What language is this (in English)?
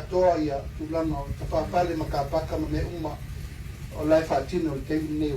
Samoan